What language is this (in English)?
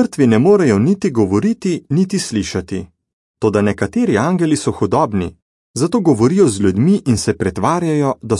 Slovenian